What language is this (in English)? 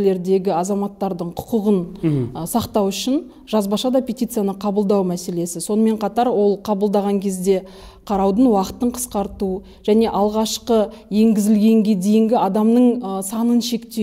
Kazakh